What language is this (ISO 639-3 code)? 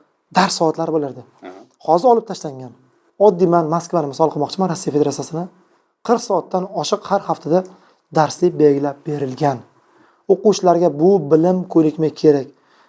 uzb